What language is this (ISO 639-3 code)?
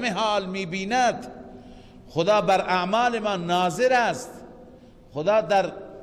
fas